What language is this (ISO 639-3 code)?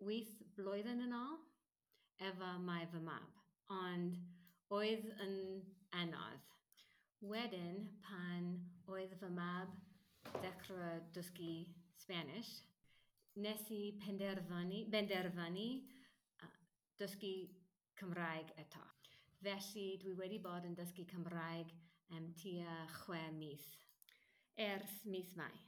cym